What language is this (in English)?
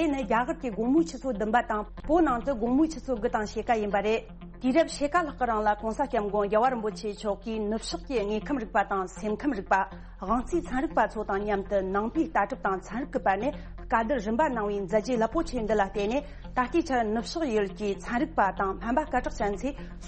Tibetan